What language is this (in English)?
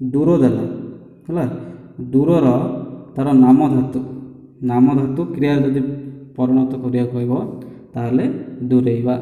Odia